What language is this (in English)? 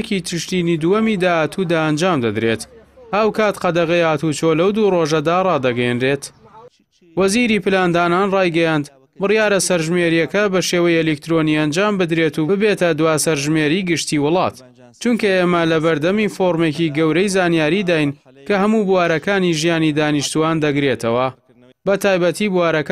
Central Kurdish